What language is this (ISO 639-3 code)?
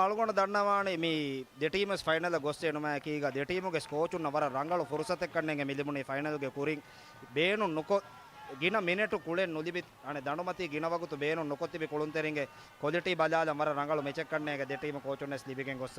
div